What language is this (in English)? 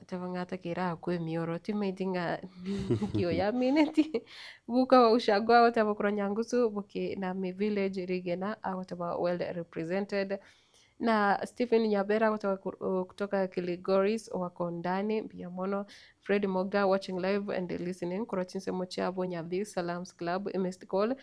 Gusii